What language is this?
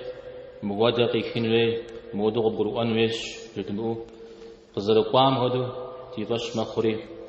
Kabardian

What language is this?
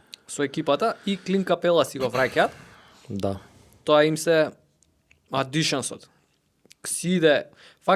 Macedonian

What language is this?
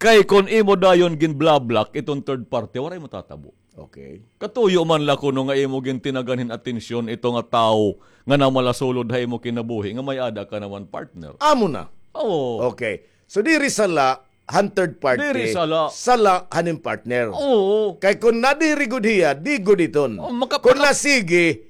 Waray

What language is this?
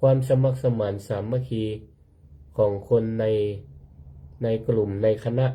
Northern Thai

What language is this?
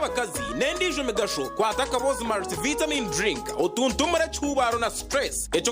Nyankole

